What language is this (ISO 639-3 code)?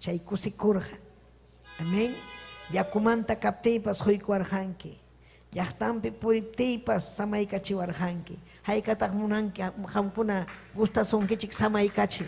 quy